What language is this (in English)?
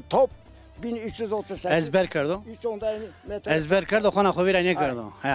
Zaza